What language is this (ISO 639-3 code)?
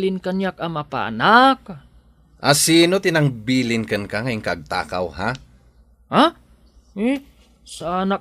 ilo